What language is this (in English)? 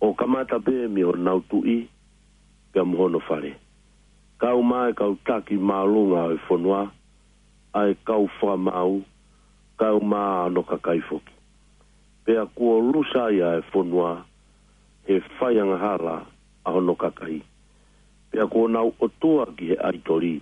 Tongan